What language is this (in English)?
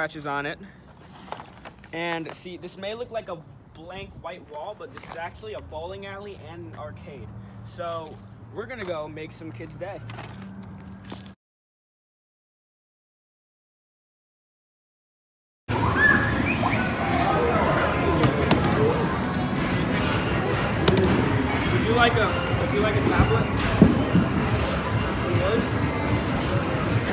English